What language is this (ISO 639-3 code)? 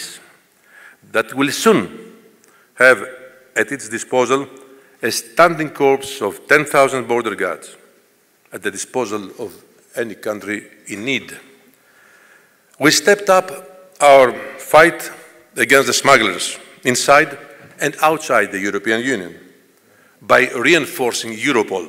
eng